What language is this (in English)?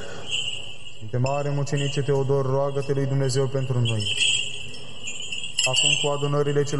Romanian